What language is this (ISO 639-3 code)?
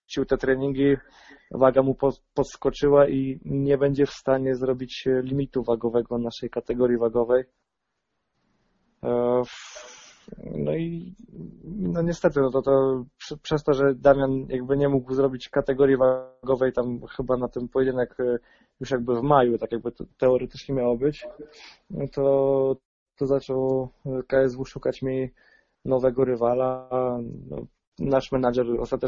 pol